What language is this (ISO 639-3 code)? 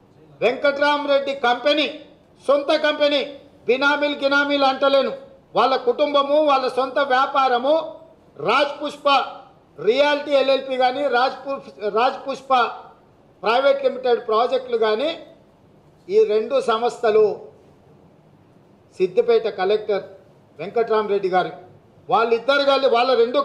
tel